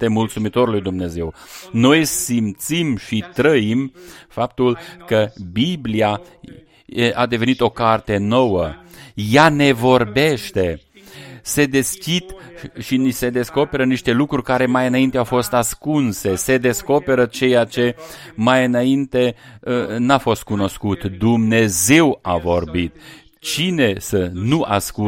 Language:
Romanian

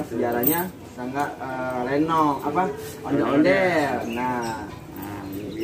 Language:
Betawi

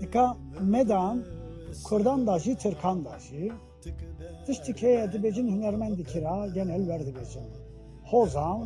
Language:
Kurdish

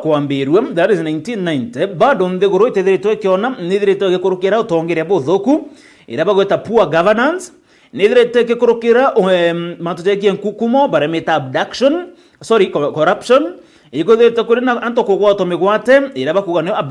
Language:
Meru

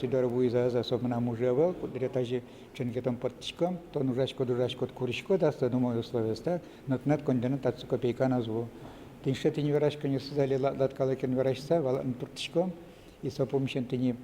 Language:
Udmurt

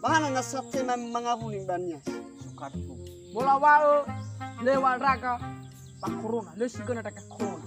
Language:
Nias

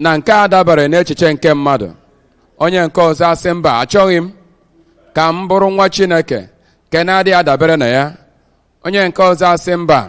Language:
Igbo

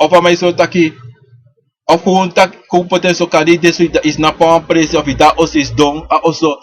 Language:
Sranan Tongo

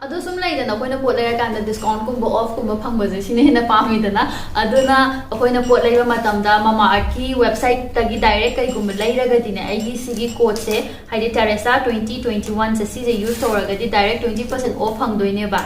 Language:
Manipuri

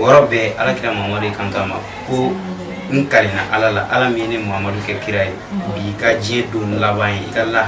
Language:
Bambara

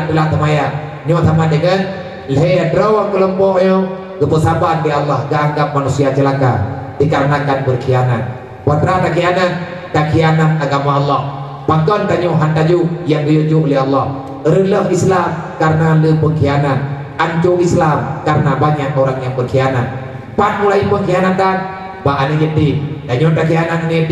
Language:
Achinese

